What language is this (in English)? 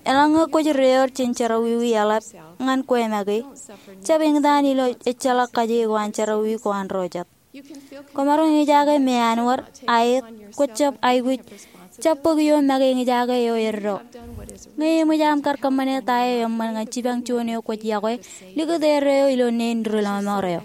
Marshallese